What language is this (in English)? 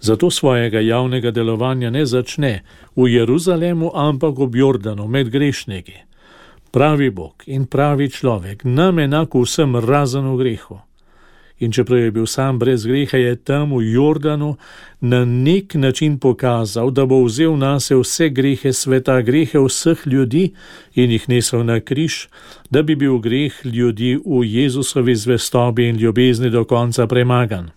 Slovenian